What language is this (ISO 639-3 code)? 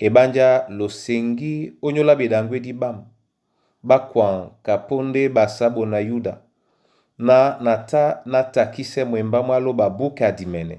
dua